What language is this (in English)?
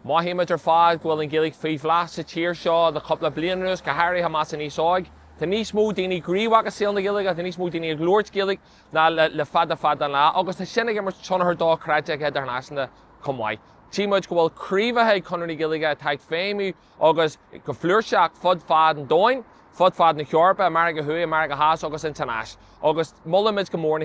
Irish